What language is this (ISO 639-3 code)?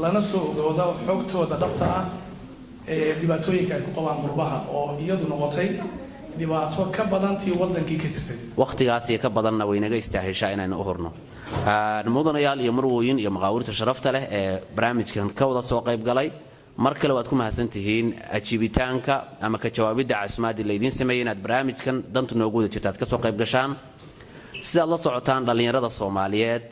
som